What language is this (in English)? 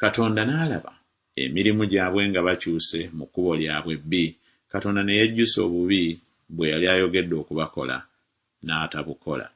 Ganda